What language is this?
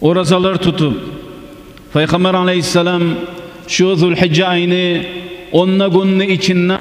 Kumyk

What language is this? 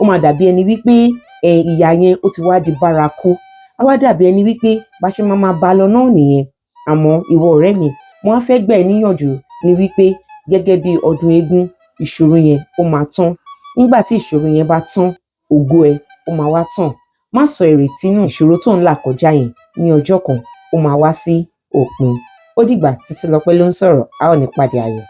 Yoruba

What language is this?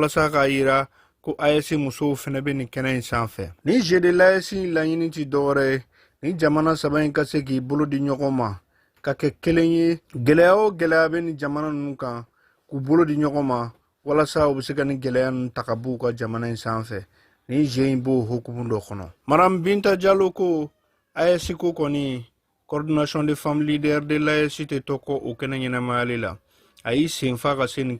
Bambara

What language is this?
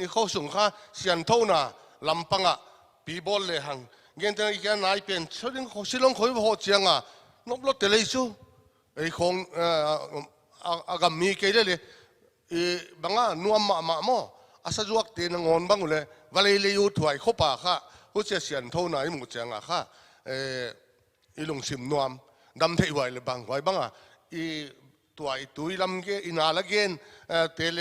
Paite Chin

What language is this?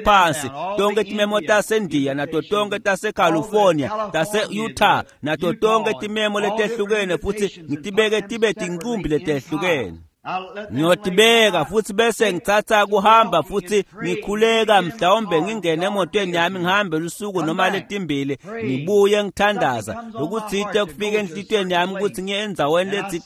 Swati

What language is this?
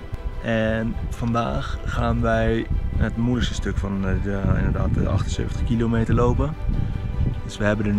Dutch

